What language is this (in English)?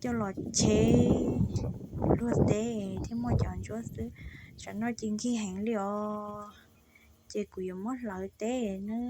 Hmong